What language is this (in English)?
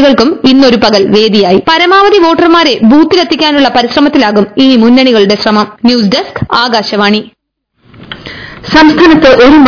Malayalam